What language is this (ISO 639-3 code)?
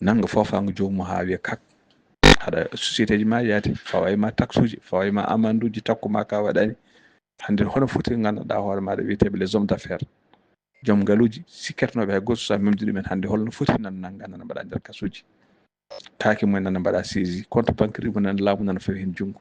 ful